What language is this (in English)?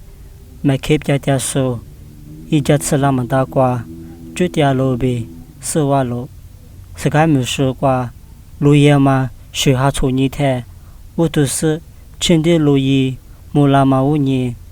Lisu